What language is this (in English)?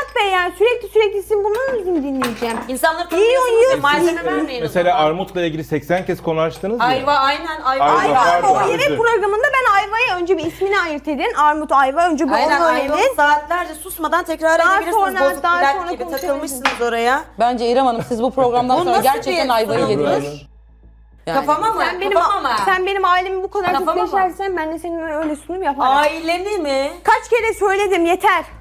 Turkish